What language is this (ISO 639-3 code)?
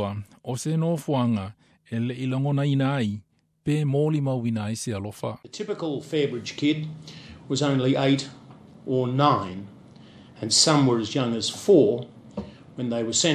smo